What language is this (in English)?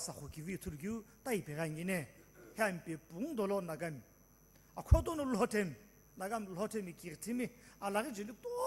Sumi Naga